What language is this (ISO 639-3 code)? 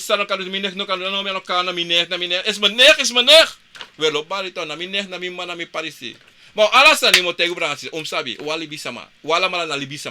srn